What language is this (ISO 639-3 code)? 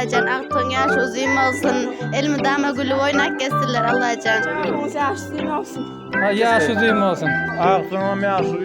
tuk